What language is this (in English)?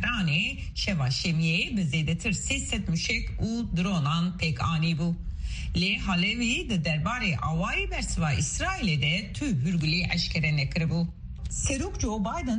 Kurdish